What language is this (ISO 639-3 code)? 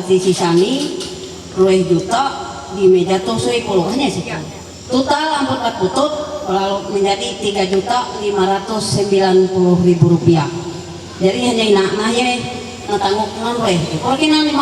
mhy